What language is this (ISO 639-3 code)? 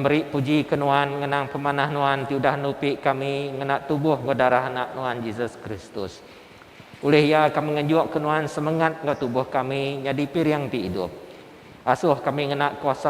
iba